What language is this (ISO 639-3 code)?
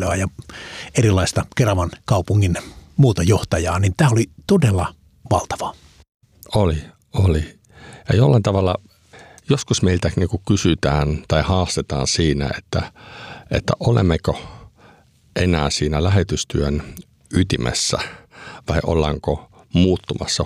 fin